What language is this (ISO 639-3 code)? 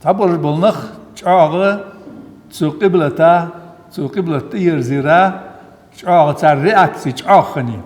inh